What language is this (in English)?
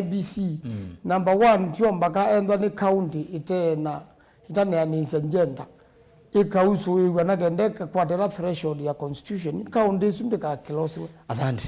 Kamba